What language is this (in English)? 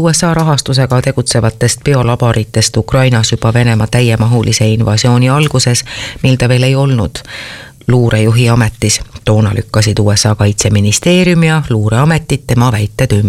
Estonian